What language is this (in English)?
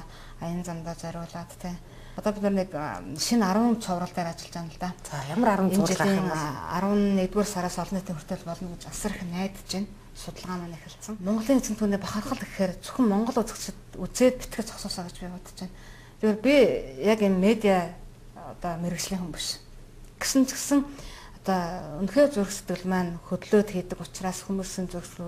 Mongolian